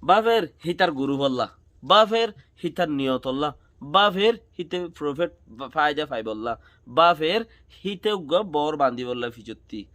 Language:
Rohingya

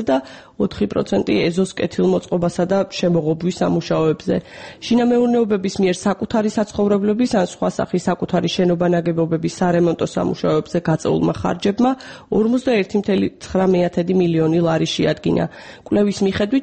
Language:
Georgian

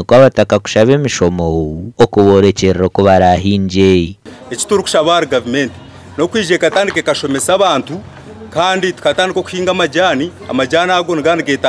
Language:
Nyankole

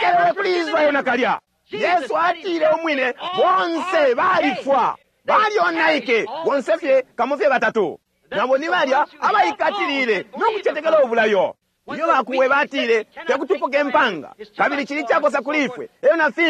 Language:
Bemba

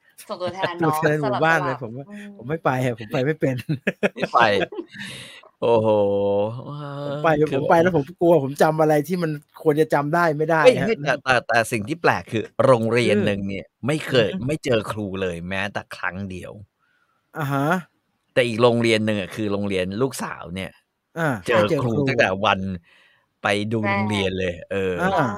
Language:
Thai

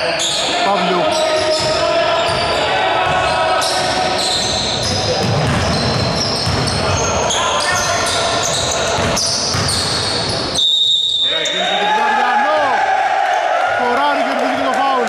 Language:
Greek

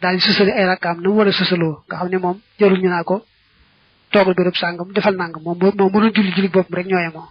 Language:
Wolof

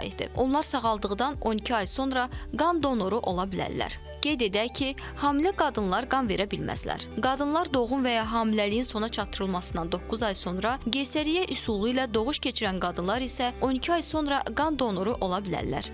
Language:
Azerbaijani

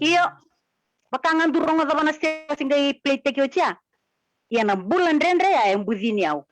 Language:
Fijian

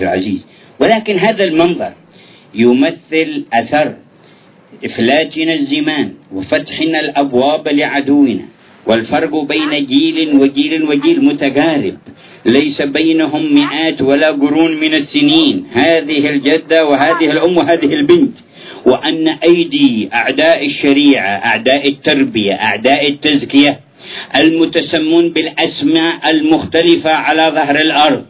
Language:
Arabic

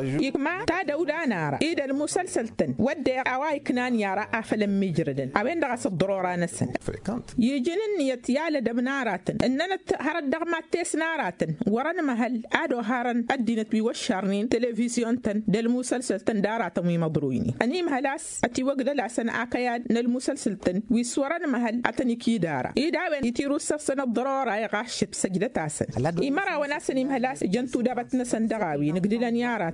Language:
Tamasheq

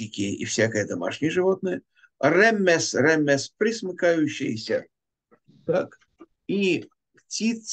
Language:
Russian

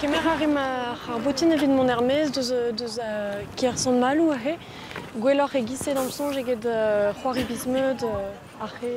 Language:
Breton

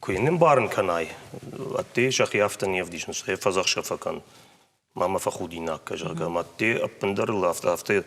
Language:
Ossetic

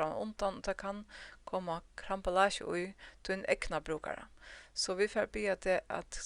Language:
Faroese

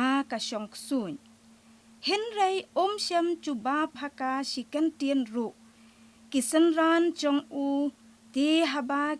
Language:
Khasi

